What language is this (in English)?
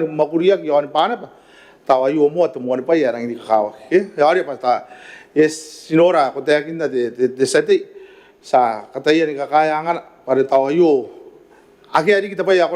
Gilbertese